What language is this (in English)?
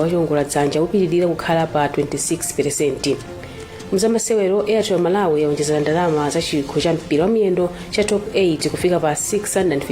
Nyanja